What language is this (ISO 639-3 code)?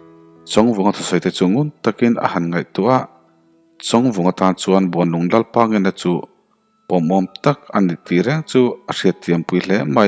lus